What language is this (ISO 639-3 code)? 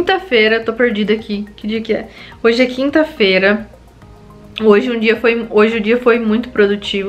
por